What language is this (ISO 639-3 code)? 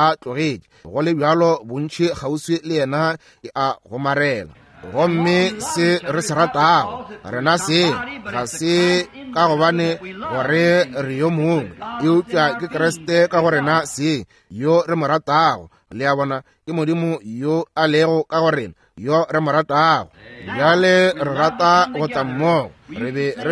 nso